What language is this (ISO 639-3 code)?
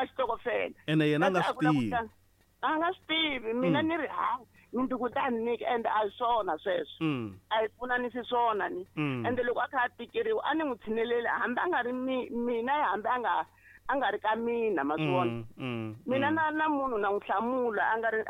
tso